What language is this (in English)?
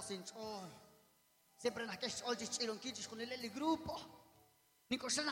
Kekchí